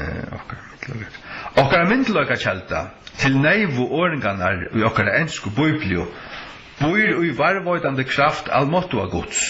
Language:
Faroese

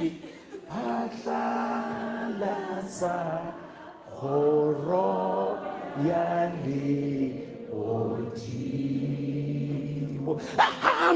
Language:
Southern Sotho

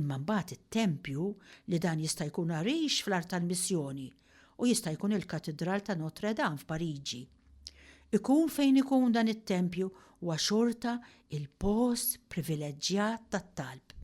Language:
Maltese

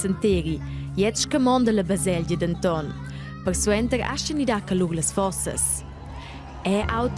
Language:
Romansh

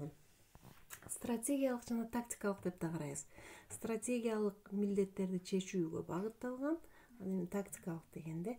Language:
Kyrgyz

